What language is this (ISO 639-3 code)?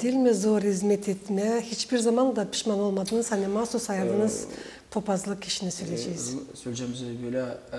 gag